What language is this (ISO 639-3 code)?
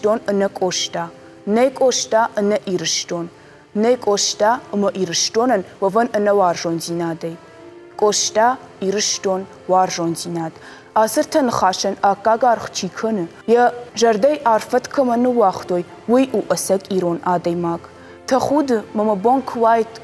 oss